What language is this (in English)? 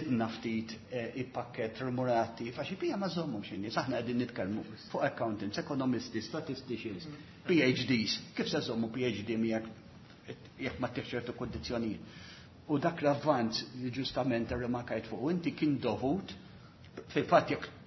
Maltese